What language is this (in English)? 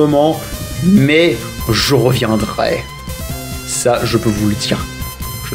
French